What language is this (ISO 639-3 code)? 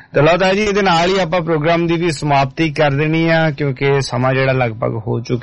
pan